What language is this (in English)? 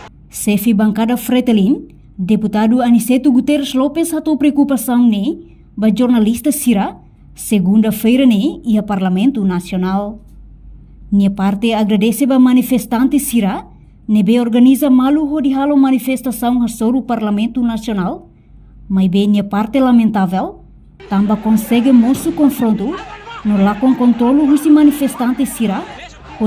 Tetum